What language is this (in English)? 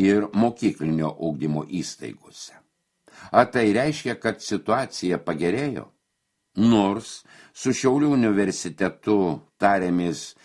Lithuanian